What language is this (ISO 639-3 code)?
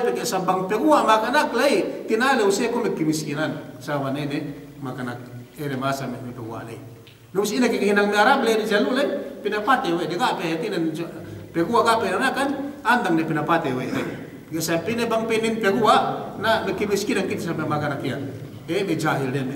yka